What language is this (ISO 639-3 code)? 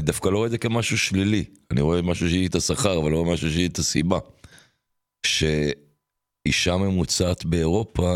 heb